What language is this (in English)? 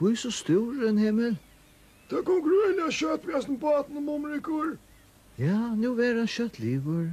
Faroese